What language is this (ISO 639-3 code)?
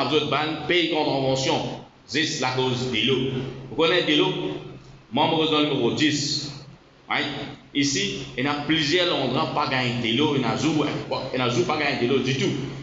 mfe